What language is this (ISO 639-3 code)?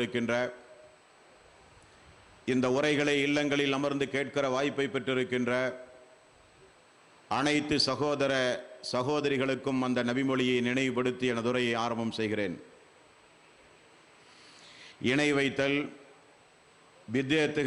tam